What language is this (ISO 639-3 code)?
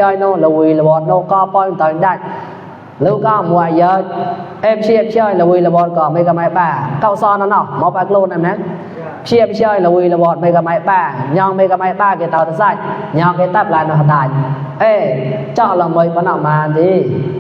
mnw